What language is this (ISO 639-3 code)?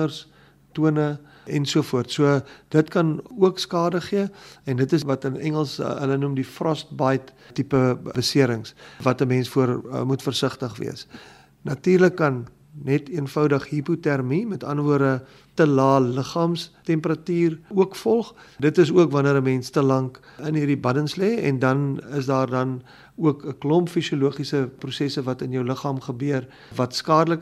afr